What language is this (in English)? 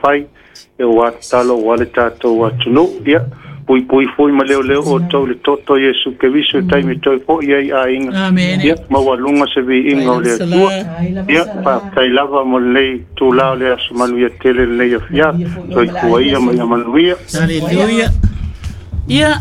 Samoan